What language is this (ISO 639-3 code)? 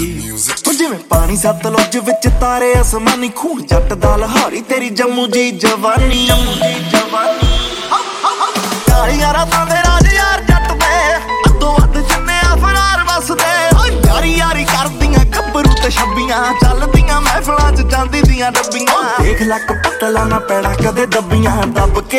pan